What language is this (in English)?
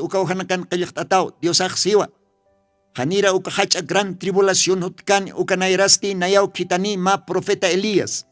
Aymara